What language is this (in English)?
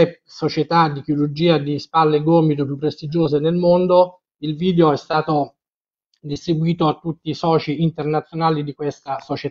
Italian